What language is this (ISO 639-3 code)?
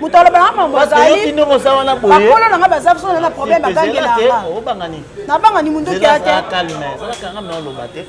lin